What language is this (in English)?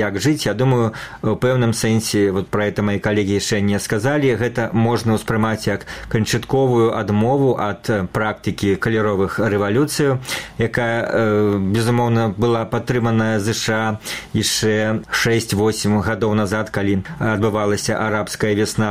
Belarusian